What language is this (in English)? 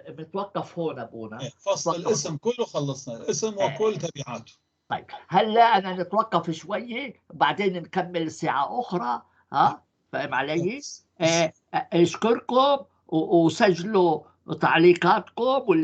North Levantine Arabic